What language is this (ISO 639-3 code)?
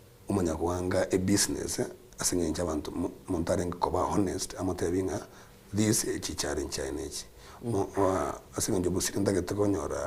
guz